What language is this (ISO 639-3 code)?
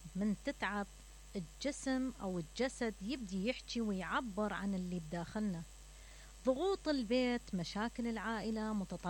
acm